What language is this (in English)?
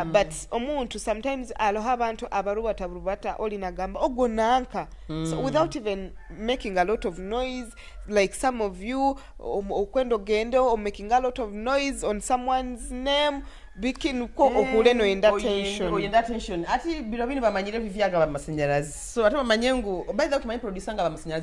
Nyoro